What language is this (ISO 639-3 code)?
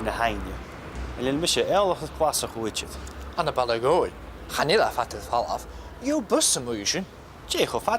gla